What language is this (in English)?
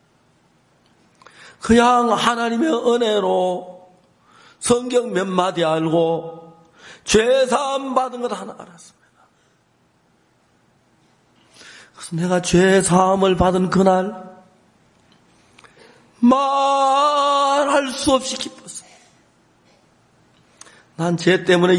Korean